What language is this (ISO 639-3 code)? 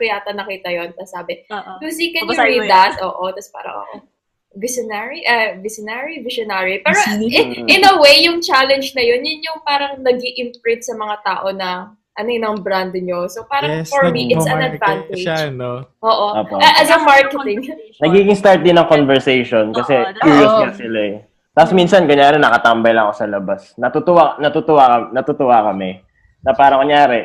fil